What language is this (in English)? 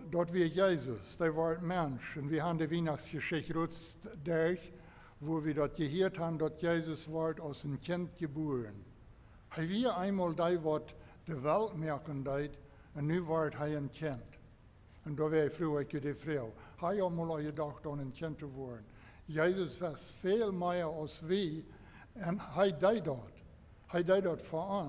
Plautdietsch